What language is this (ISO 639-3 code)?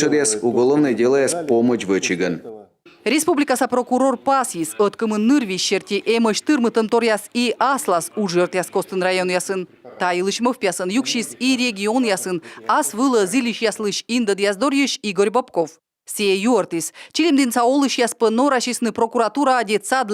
kom